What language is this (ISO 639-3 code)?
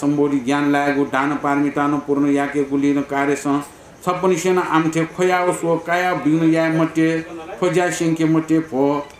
new